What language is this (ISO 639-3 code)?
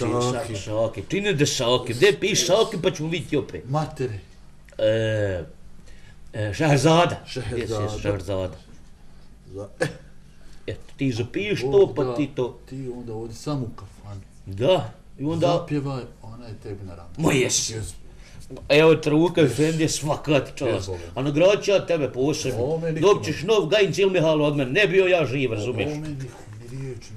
bos